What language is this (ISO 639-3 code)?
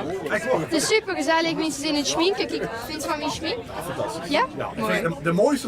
lim